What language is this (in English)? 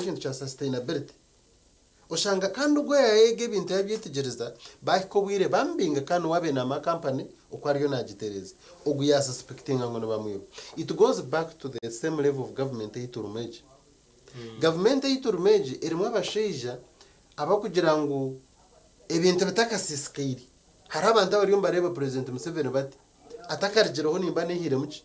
Nyankole